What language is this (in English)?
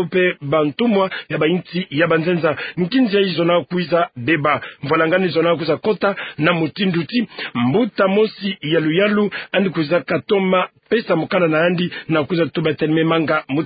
Kituba (Democratic Republic of Congo)